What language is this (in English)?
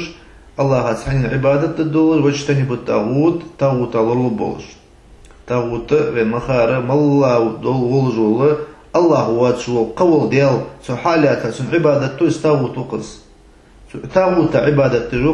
Ingush